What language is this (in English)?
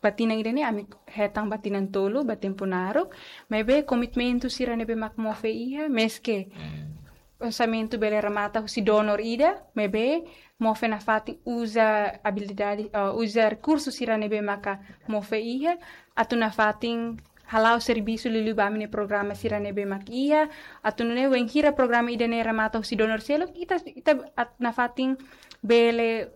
Tetum